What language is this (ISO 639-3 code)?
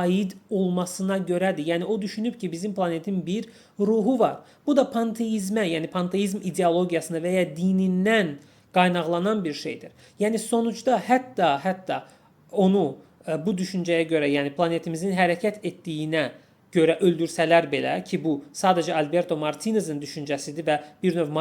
aze